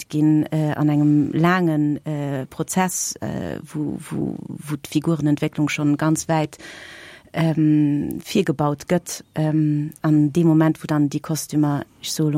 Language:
Luxembourgish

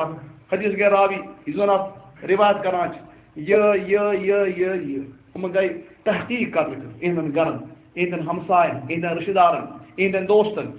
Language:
Kashmiri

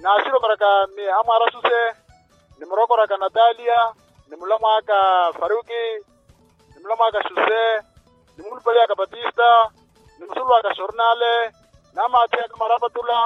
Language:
Makhuwa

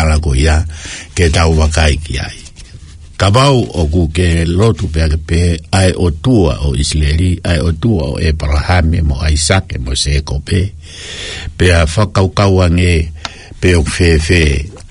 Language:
Tongan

